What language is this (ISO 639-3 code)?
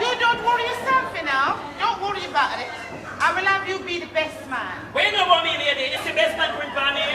jam